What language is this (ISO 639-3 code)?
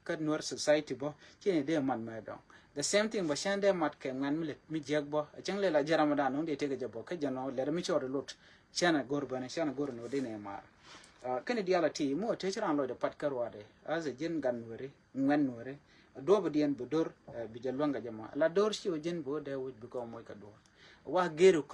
nus